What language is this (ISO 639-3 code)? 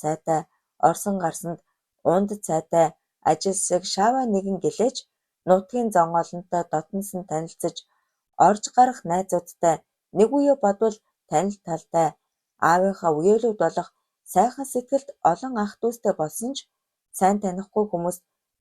mon